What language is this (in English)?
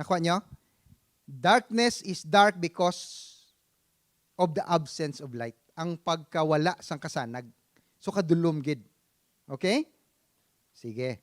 Hiligaynon